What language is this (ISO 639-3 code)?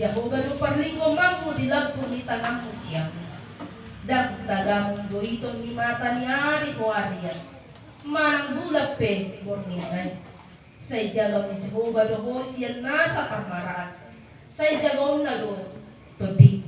bbc